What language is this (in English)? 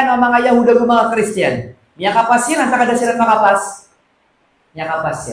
Maranao